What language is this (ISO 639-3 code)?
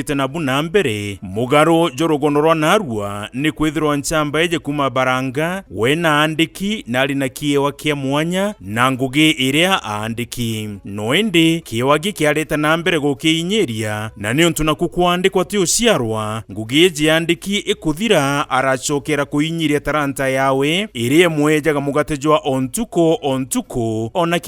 mer